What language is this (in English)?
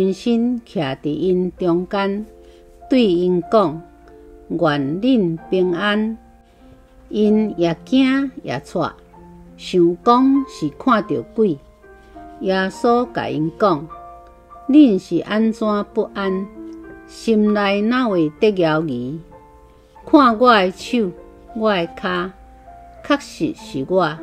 Min Nan Chinese